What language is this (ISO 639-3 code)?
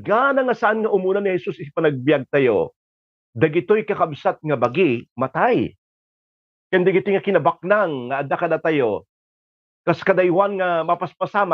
ilo